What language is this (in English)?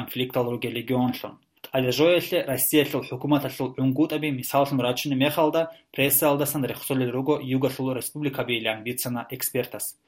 Avaric